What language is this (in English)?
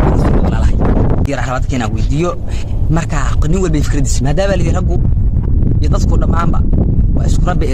Somali